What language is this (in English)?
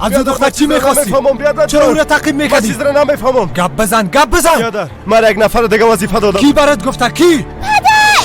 Persian